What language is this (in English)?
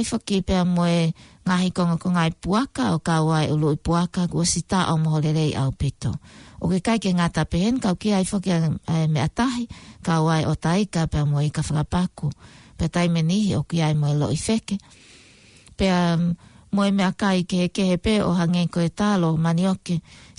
Tongan